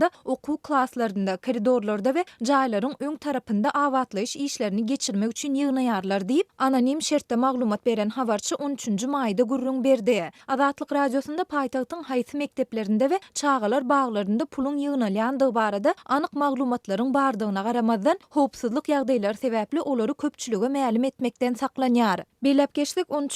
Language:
Turkmen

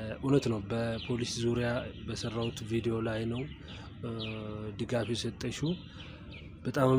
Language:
Amharic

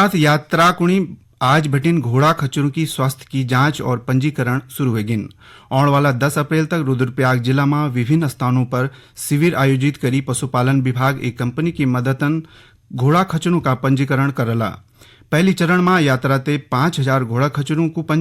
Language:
Garhwali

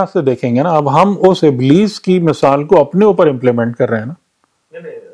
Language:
Urdu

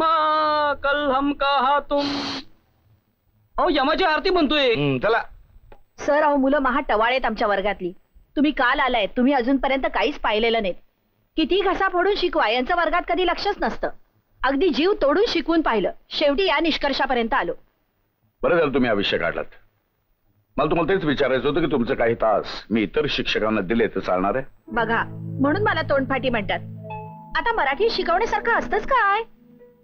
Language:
Marathi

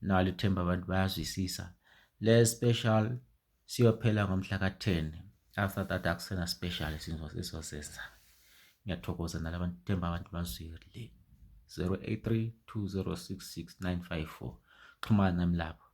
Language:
Zulu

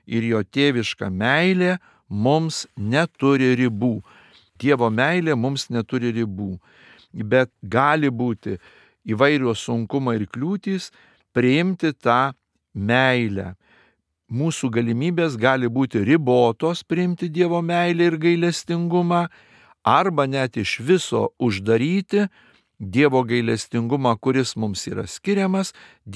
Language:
Lithuanian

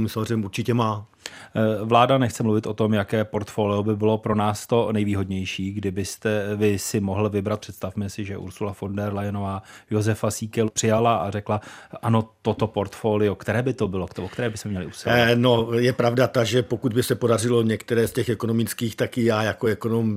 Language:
Czech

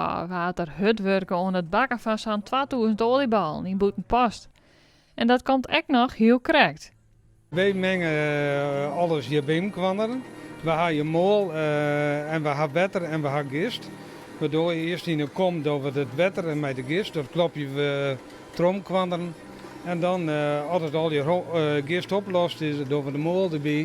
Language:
Western Frisian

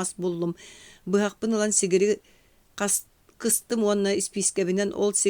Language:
Yakut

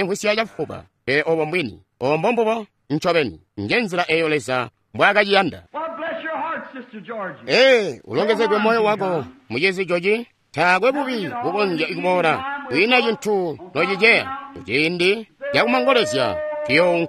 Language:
Tonga (Zambia)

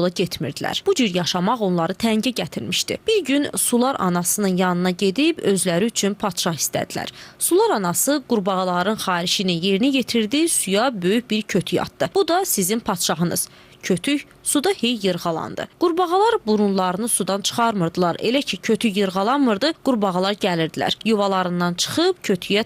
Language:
Azerbaijani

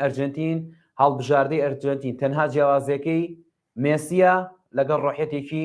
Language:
Central Kurdish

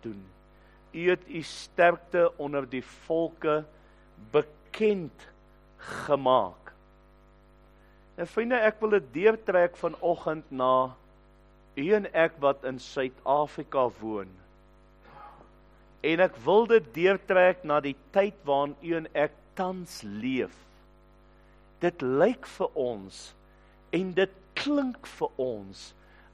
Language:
Afrikaans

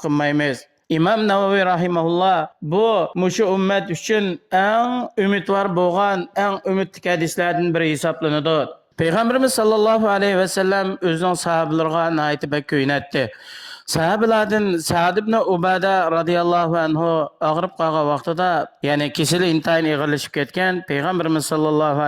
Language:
Uyghur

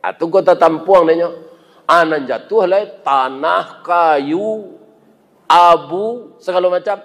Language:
Minangkabau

